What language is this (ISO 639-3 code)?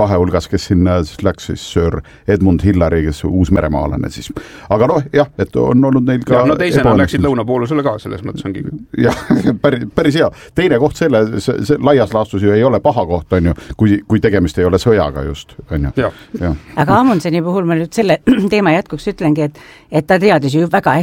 est